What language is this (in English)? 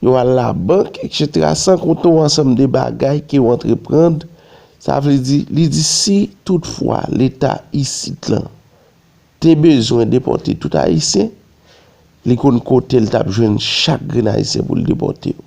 Haitian Creole